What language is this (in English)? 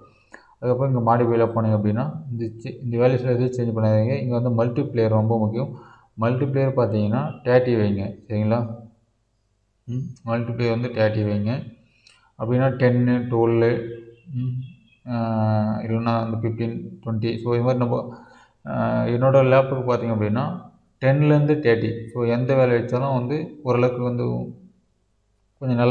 Tamil